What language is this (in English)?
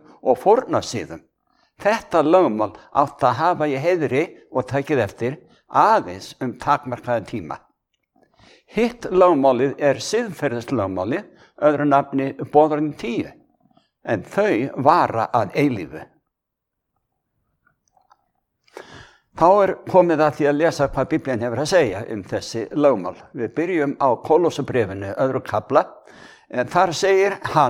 Icelandic